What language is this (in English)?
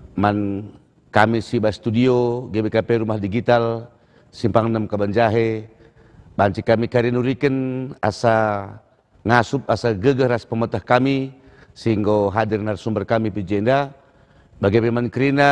Batak Karo